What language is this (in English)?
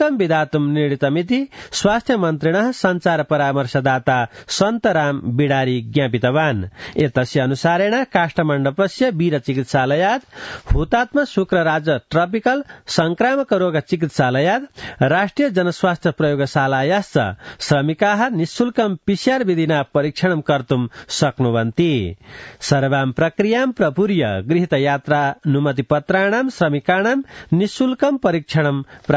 Sanskrit